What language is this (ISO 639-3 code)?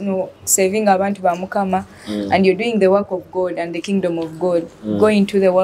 nyo